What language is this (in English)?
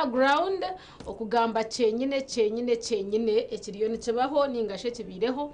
Nyankole